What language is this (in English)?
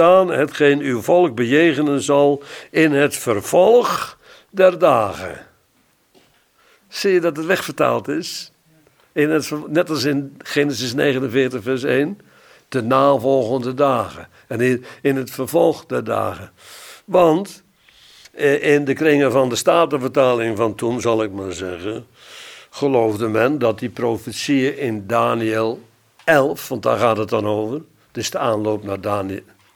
Dutch